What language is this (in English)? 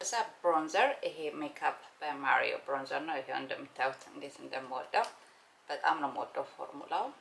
Amharic